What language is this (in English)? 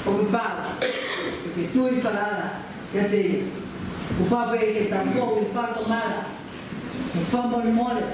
Tongan